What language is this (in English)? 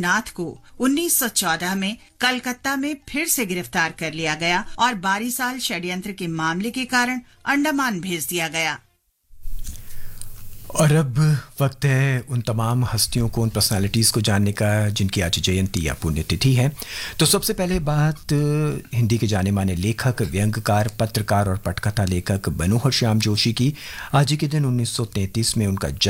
Hindi